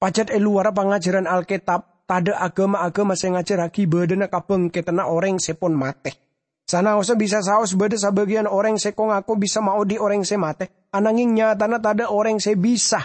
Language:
Madurese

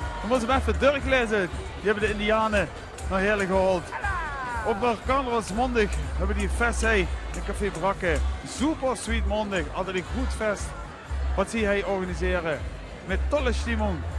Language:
Limburgish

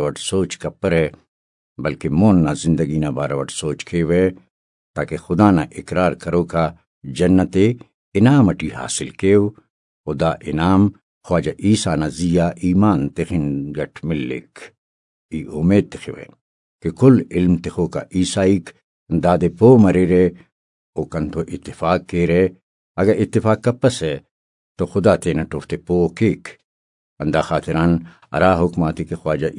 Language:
Brahui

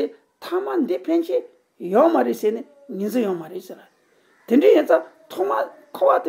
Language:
Tibetan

